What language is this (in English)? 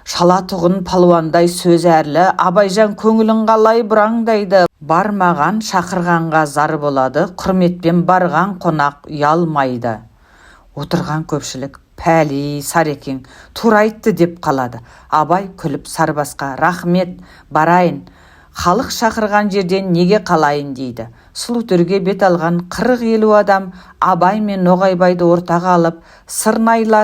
Kazakh